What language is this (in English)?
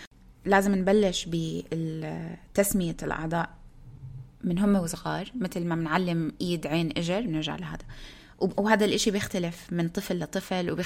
North Levantine Arabic